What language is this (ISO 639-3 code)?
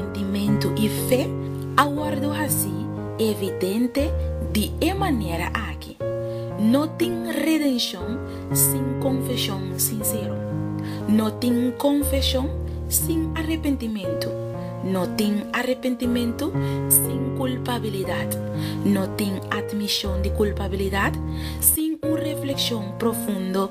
pap